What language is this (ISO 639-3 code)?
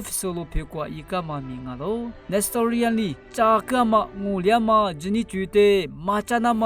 lis